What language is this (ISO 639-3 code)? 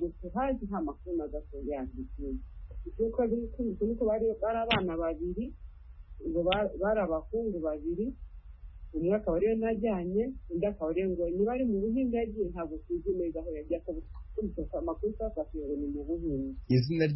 kin